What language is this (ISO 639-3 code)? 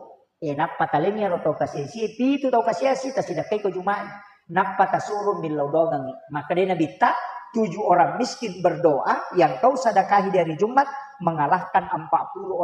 bug